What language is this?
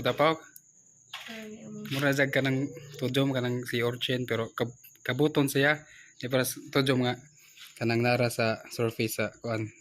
Cebuano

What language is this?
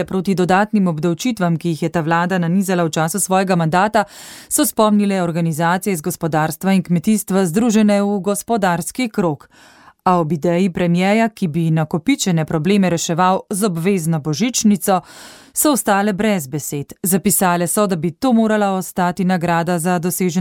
Slovenian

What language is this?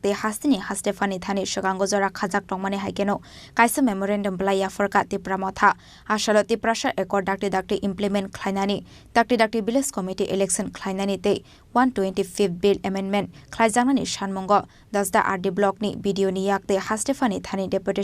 Kok Borok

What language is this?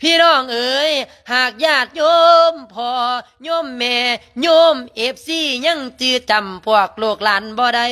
Lao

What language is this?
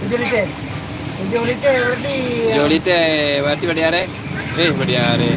Achinese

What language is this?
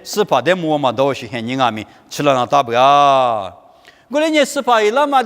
Lisu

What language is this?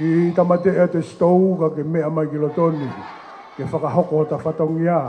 Tongan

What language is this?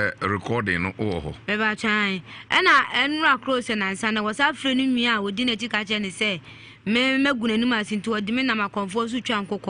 Akan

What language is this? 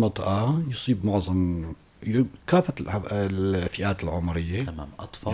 North Levantine Arabic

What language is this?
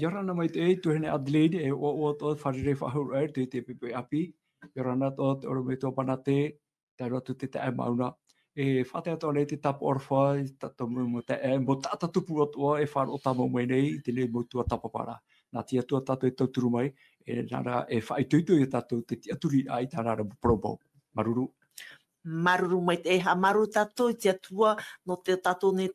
Tahitian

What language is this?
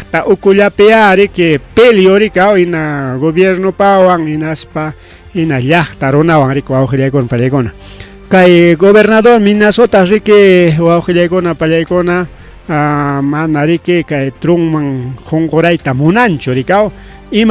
Ayacucho Quechua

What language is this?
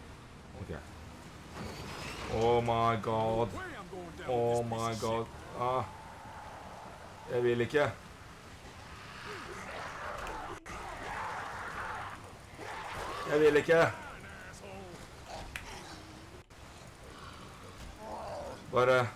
Norwegian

